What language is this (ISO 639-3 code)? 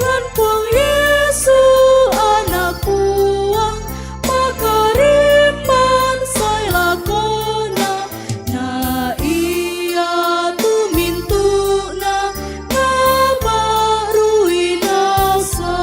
sda